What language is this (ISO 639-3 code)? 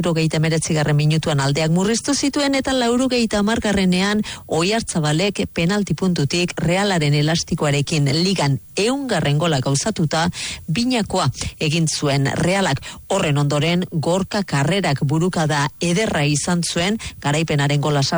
eus